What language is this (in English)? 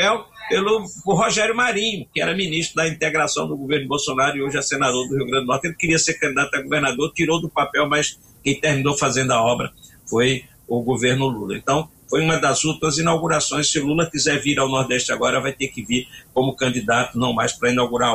Portuguese